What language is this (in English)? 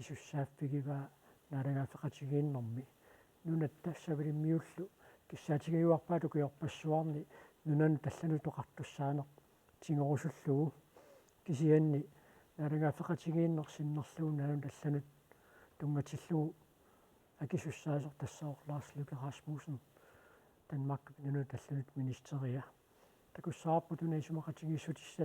Kalaallisut